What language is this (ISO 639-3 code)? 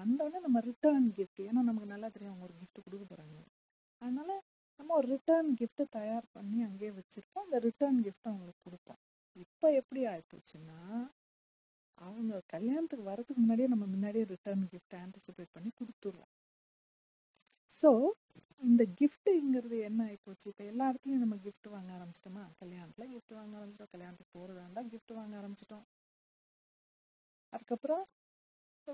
tam